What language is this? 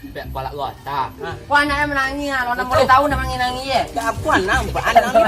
Minangkabau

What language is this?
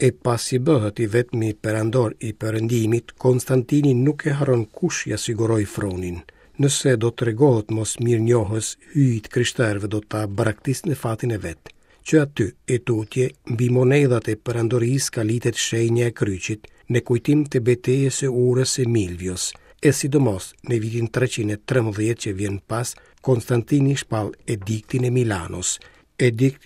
Albanian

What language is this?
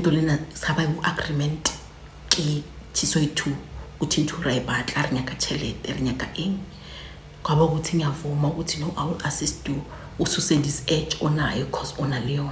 Zulu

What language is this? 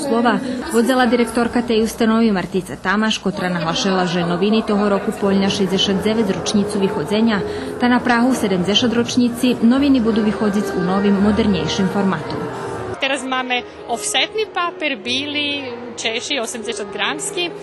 Rusyn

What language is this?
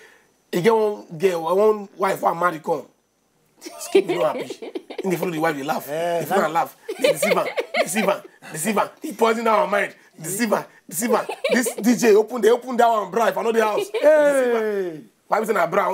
Nigerian Pidgin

